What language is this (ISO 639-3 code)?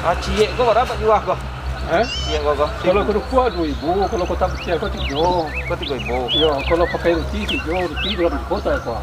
min